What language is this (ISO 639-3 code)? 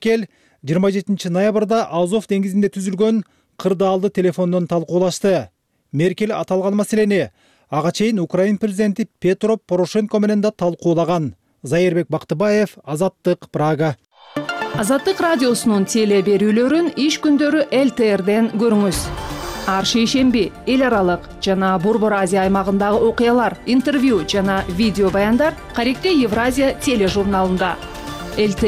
kir